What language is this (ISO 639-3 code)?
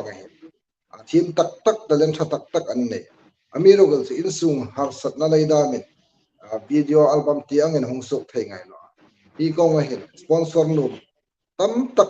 hmr